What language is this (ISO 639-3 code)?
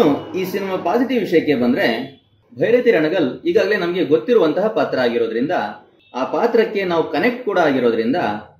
kan